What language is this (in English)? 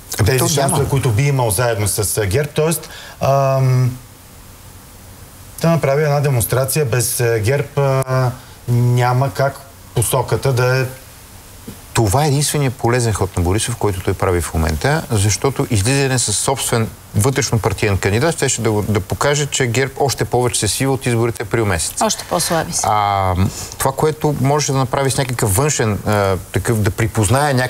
Bulgarian